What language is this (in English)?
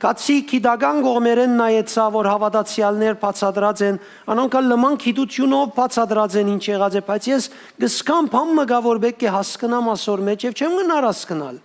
Western Armenian